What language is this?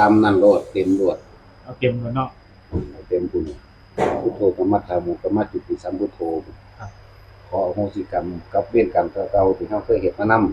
Northeastern Thai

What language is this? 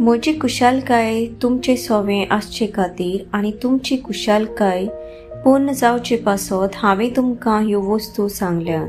Konkani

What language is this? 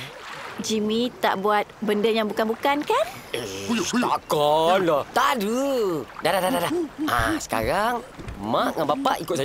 Malay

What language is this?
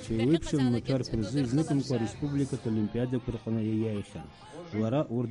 Abkhazian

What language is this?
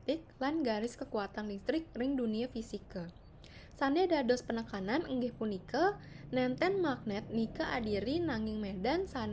Balinese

